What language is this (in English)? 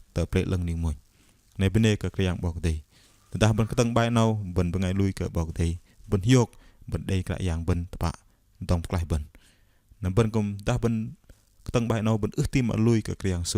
Bahnar